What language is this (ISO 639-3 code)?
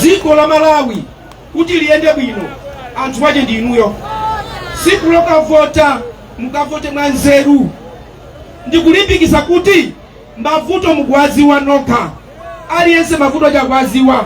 nya